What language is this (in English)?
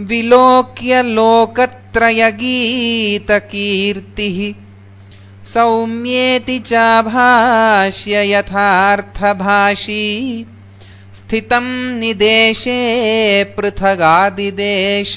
Sanskrit